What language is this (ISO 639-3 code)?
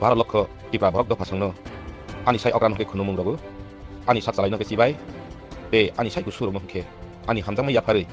ria